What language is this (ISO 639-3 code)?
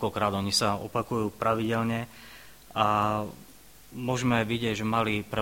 slk